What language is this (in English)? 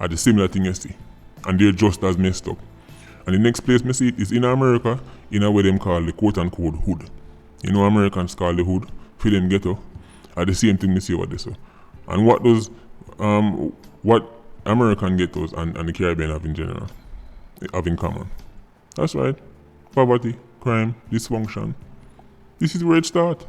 Jamaican Creole English